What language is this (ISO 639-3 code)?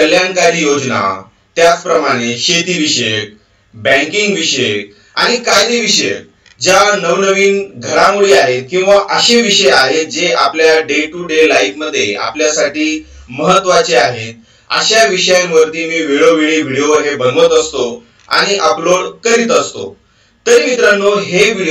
mar